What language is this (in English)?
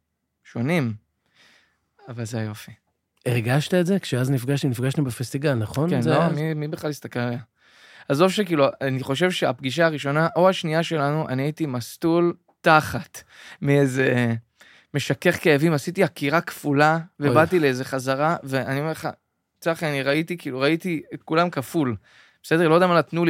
Hebrew